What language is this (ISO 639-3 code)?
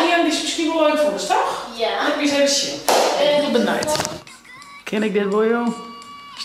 fry